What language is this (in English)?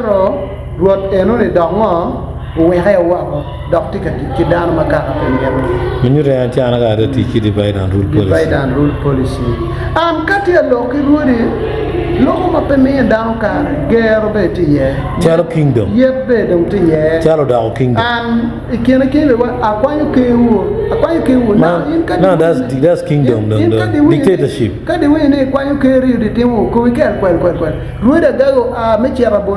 Acoli